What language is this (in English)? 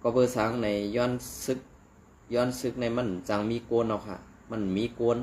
Shan